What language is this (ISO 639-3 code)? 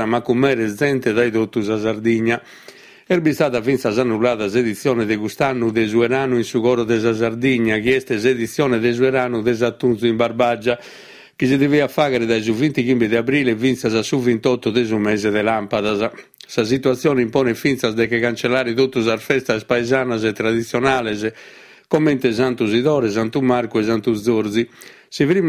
srd